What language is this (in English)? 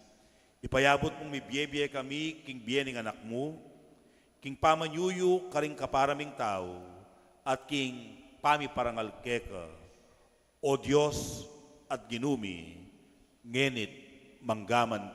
Pampanga